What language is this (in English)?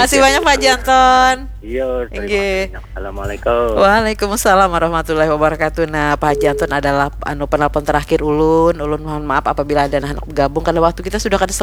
Banjar